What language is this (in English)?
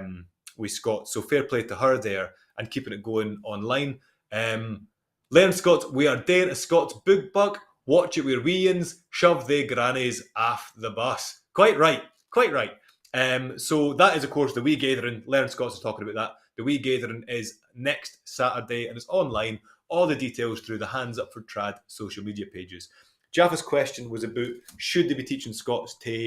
Scots